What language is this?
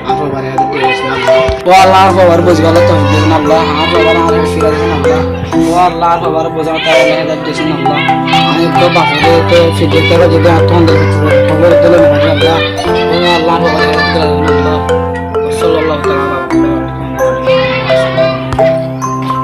Rohingya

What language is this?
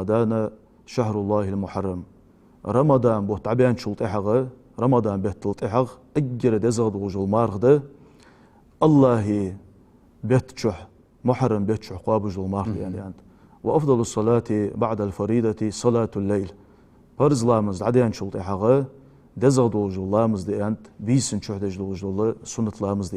Ingush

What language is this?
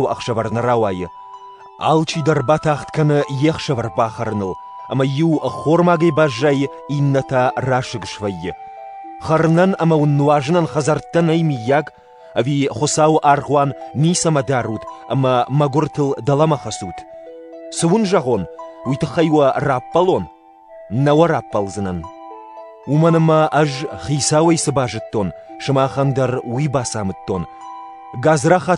Ossetic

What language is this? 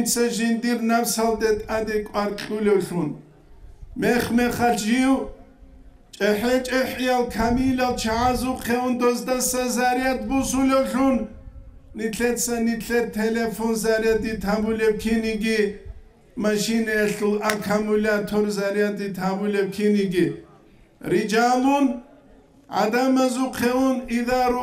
Avaric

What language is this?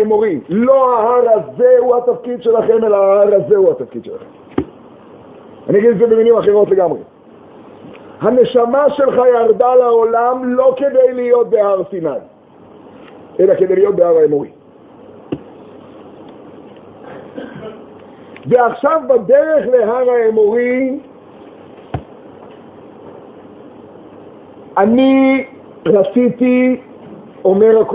Hebrew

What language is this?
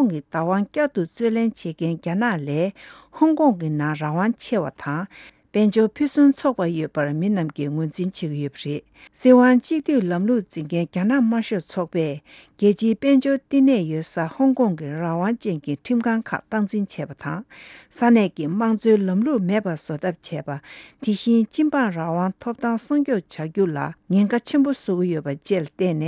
Tibetan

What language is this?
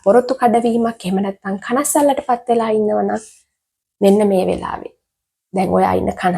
Sinhala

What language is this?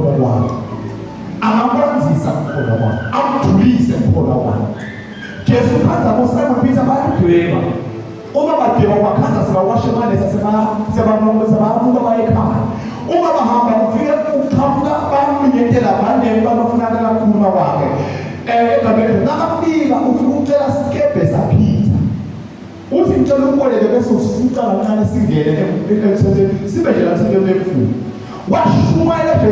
Zulu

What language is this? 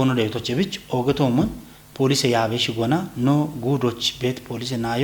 Kafa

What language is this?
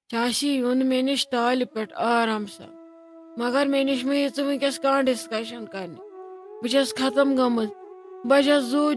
Kashmiri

